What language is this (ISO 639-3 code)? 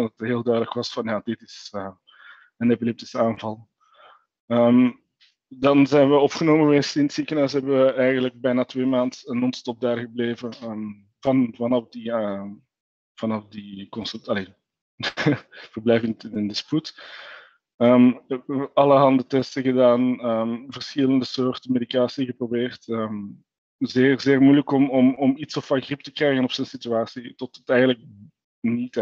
nld